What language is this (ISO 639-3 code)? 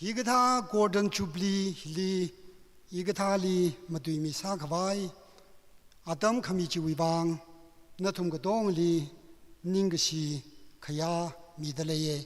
nmf